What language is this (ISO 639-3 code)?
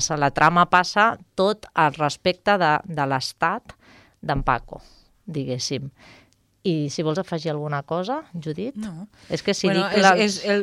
cat